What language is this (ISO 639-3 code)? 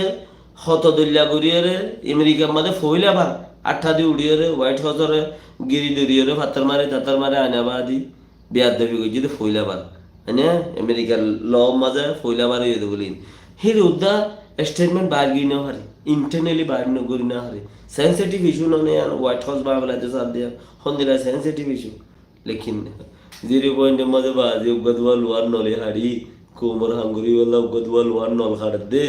rhg